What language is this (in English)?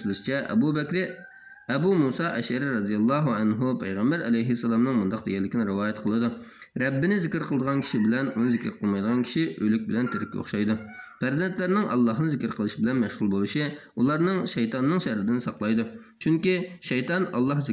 Uyghur